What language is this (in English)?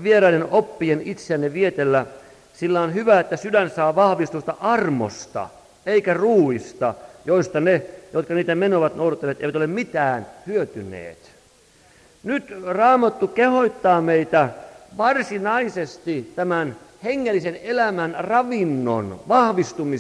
Finnish